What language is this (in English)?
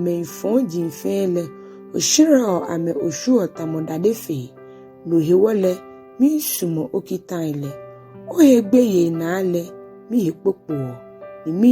Ga